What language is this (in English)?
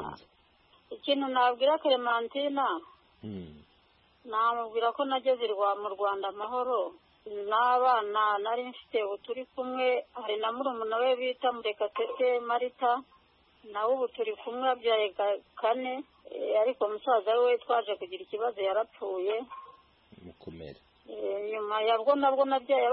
Kinyarwanda